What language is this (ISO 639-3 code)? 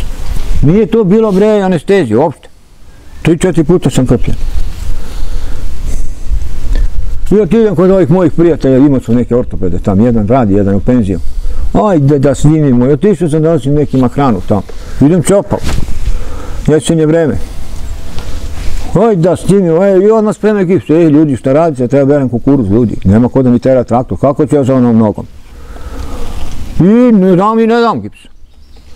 srp